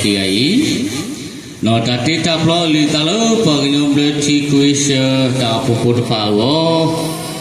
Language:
S'gaw Karen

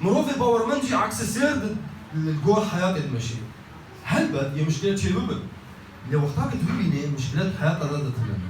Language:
Kurdish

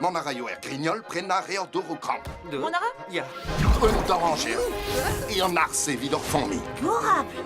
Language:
Breton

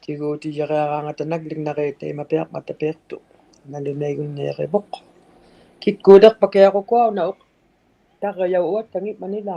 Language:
Inuktitut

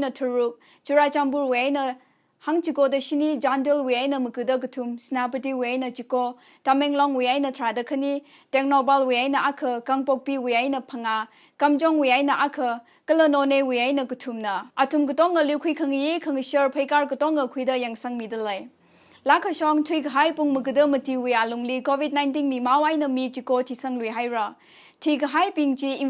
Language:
Tangkhul Naga (India)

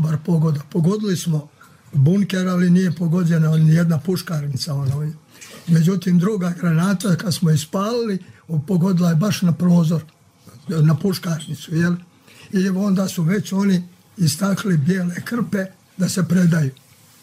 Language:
Serbian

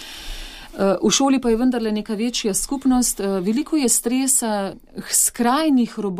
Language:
Slovenian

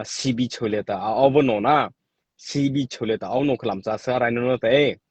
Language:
Mara Chin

